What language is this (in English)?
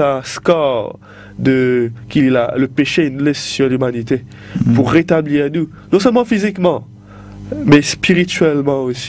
Morisyen